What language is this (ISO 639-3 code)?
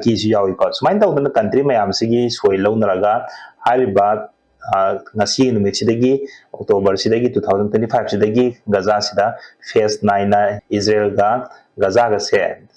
mni